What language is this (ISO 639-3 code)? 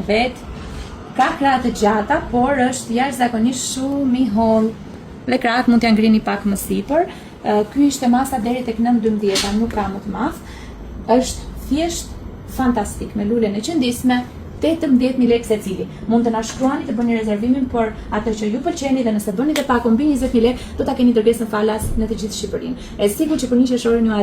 sqi